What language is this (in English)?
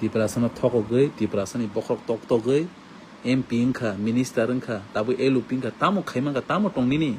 Kok Borok